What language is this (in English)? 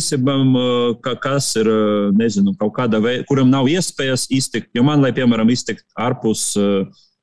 Latvian